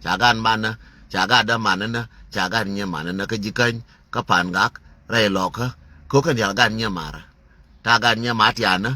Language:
Nuer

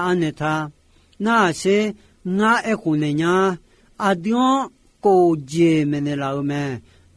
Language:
Akha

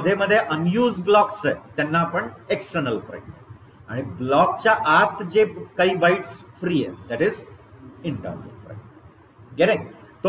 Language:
Marathi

